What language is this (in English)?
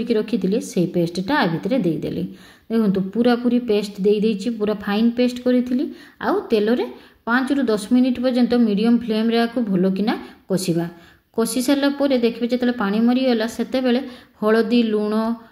Odia